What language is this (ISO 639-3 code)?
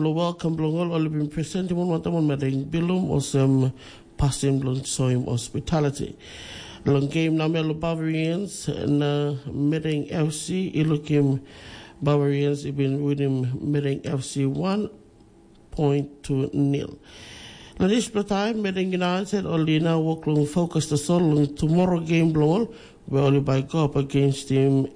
tpi